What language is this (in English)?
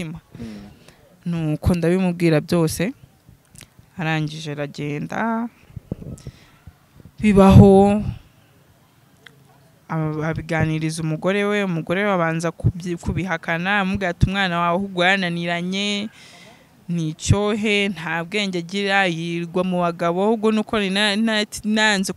Kinyarwanda